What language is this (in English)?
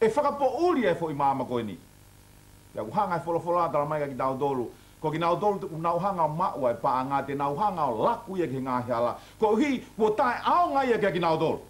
Tongan